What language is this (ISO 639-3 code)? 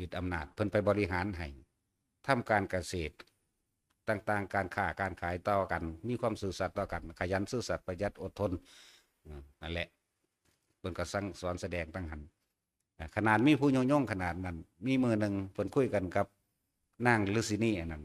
tts